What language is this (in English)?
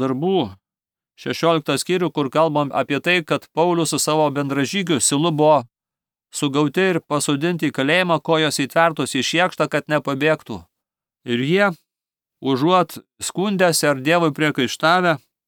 Lithuanian